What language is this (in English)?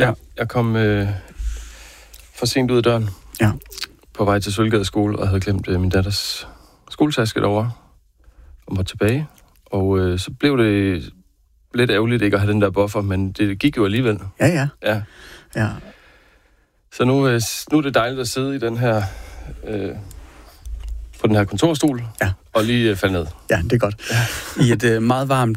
Danish